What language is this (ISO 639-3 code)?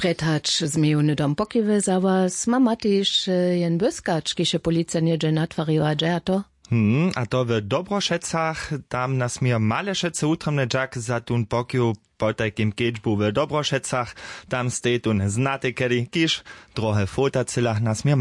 hsb